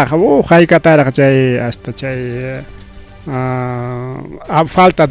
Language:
Ayacucho Quechua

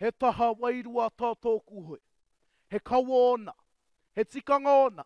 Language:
Māori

